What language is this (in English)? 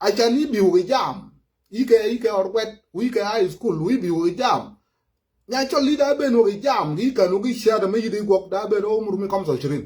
Nuer